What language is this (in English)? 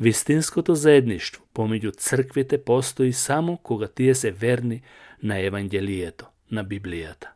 Macedonian